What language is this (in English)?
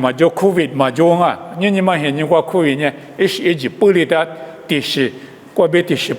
Lisu